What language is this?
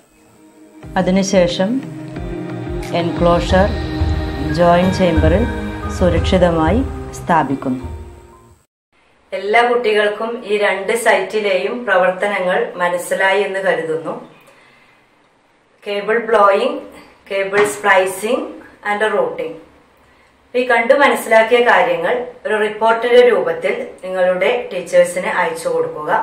Malayalam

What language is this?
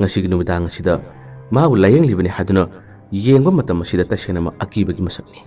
Manipuri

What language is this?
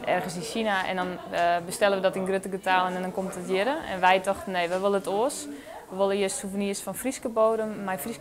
Western Frisian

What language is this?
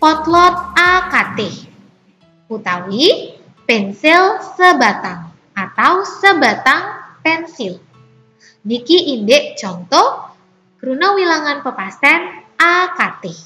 Balinese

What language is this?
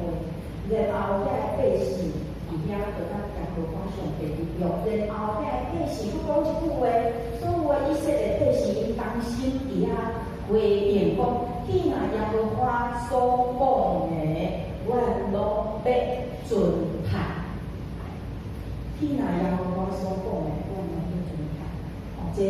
Min Nan Chinese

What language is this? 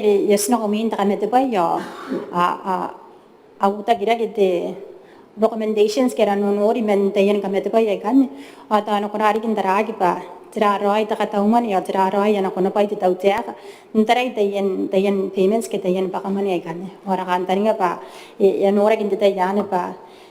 Gilbertese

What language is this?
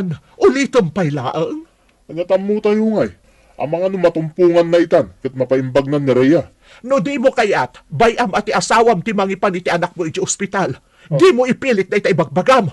Iloko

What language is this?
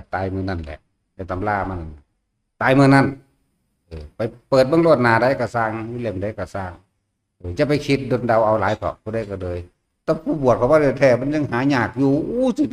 Northeastern Thai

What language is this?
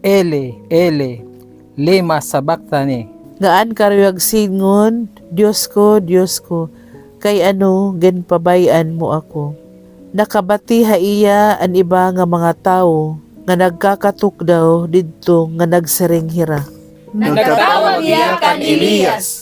Waray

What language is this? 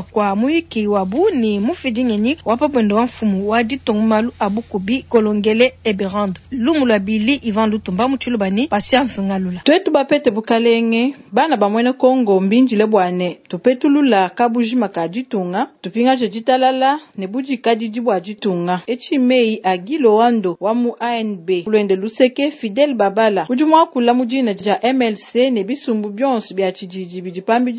Luba-Lulua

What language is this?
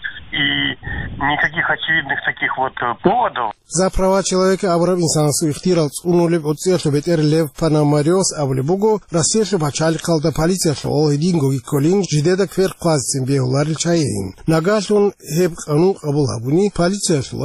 Avaric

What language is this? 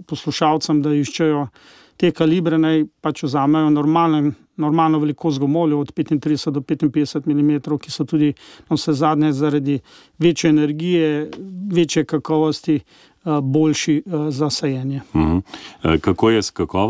Slovenian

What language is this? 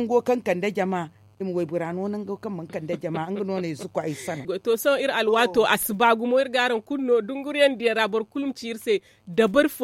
Zarma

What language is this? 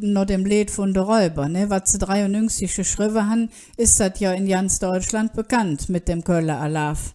Colognian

